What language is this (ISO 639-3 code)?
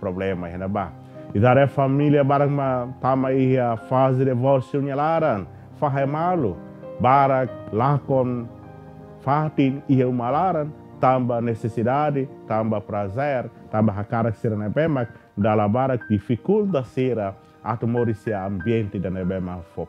tet